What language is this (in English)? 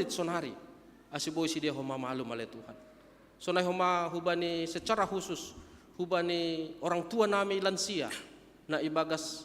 Batak Simalungun